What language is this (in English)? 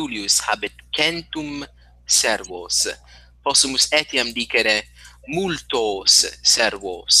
Latin